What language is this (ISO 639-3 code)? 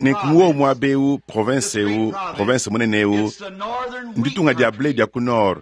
lua